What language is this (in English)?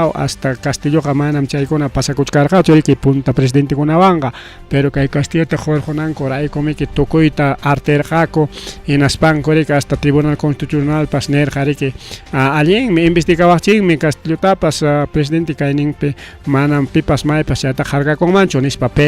Ayacucho Quechua